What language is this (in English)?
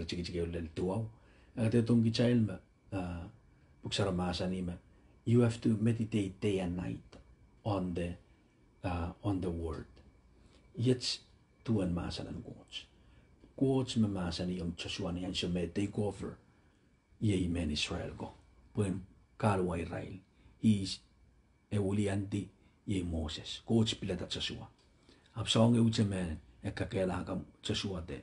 Pohnpeian